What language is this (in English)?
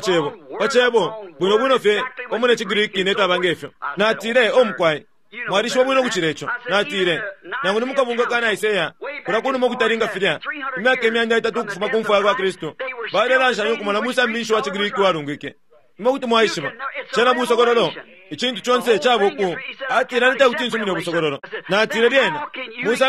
Bemba